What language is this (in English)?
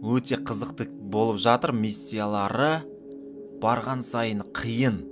Kazakh